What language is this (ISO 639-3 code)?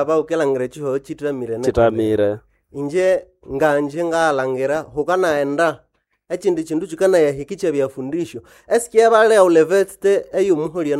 nnb